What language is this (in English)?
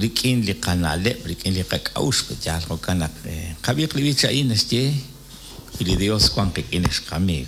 Kekchí